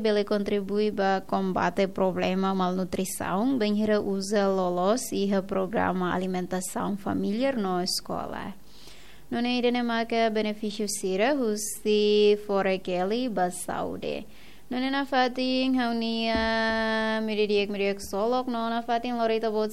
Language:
Tetum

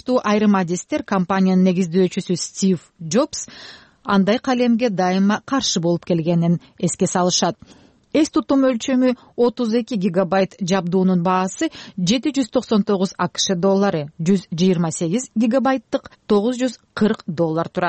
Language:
Kyrgyz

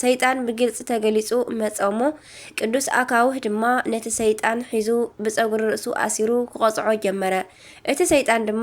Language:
Tigrinya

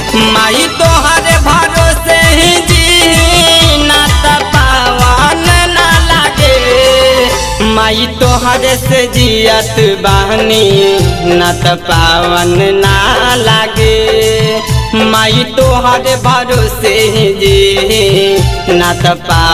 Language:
Bhojpuri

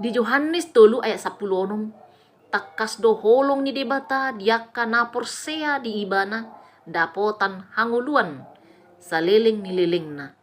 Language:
Batak Toba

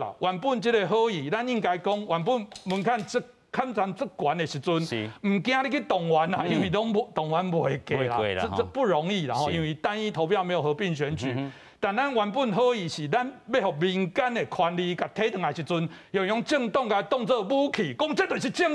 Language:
Min Nan Chinese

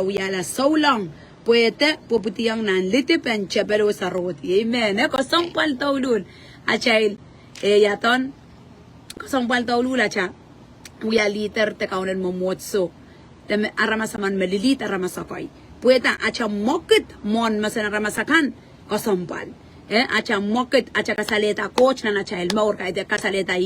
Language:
Pohnpeian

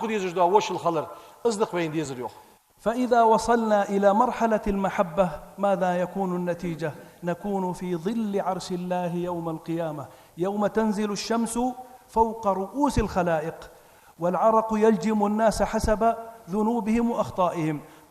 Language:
Ingush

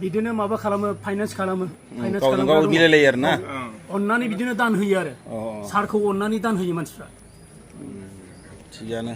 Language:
Bodo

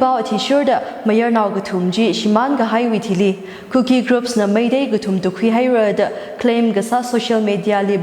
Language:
Tangkhul Naga (India)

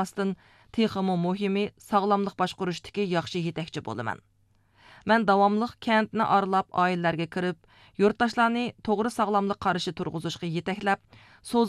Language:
Uyghur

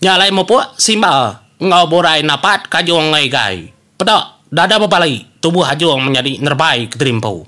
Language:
Iban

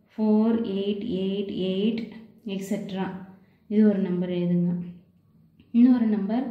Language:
Tamil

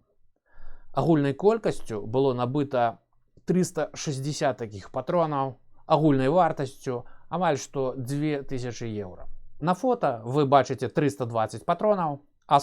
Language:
Belarusian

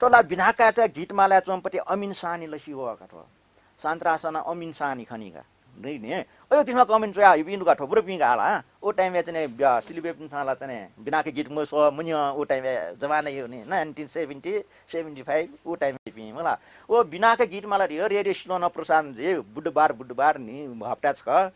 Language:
Newari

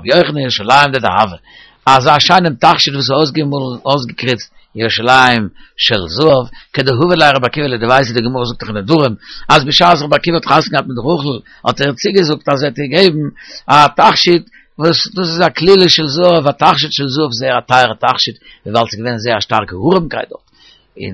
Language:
Yiddish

